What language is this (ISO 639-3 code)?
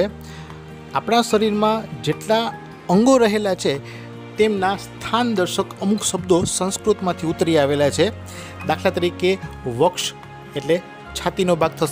guj